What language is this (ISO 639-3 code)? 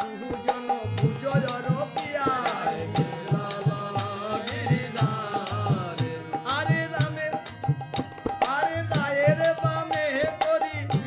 ben